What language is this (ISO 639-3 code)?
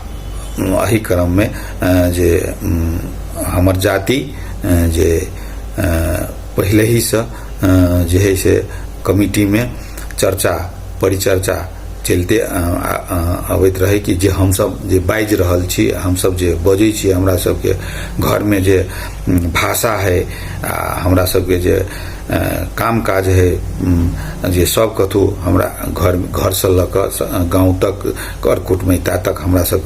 mai